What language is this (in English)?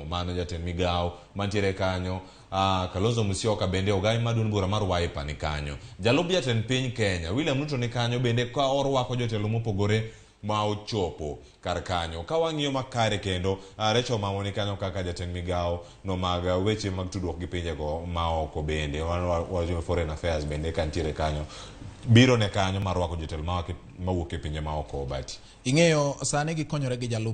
Luo (Kenya and Tanzania)